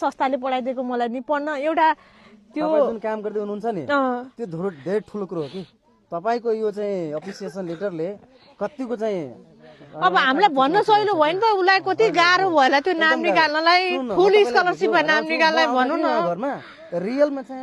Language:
Nepali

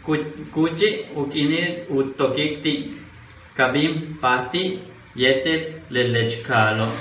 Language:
Yucateco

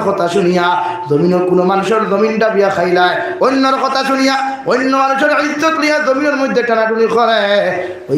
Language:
Sylheti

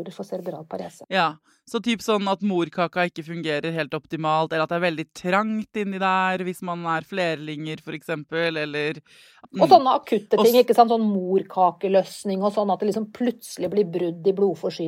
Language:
Norwegian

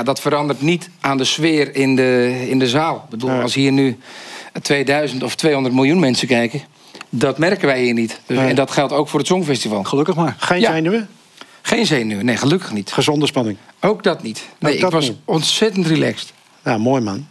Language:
Dutch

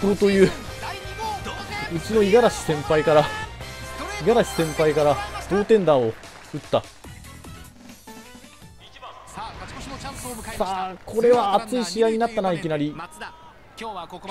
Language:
Japanese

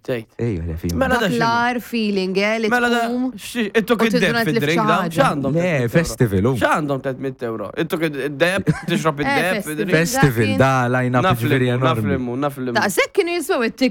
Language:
Maltese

